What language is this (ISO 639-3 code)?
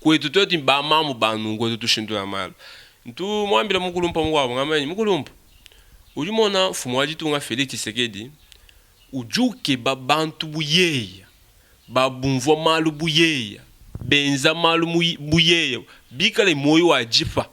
lua